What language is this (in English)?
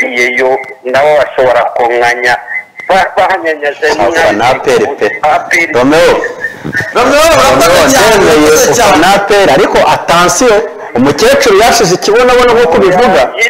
Kinyarwanda